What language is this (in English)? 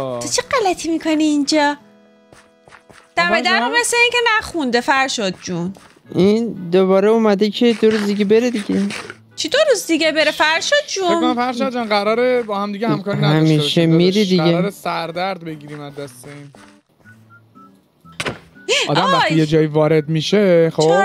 Persian